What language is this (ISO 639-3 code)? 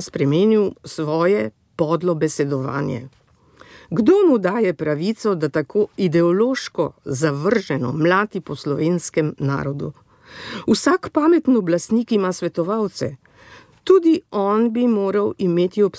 slv